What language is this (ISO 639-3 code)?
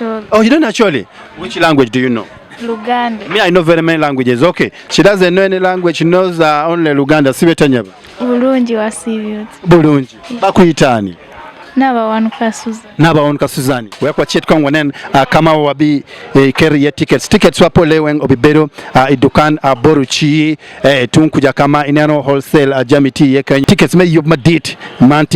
ach